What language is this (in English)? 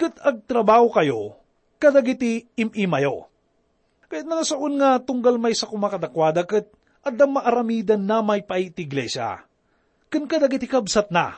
Iloko